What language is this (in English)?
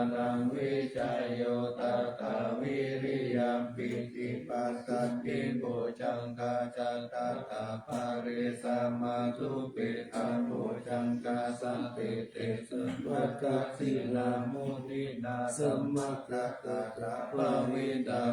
Pali